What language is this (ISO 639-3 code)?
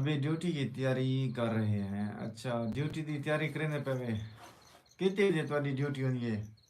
skr